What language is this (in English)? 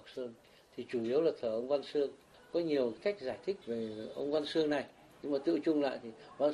Vietnamese